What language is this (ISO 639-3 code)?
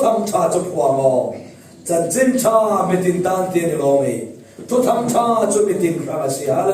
cfm